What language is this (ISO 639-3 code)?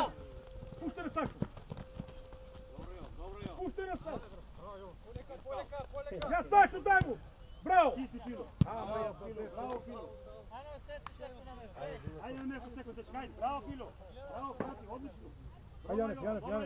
mkd